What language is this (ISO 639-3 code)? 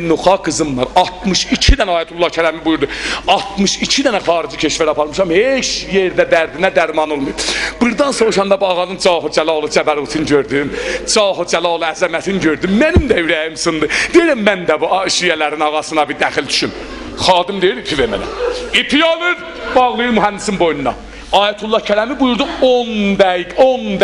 azb